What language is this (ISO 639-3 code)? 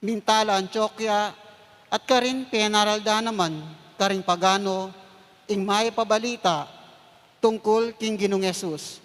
pam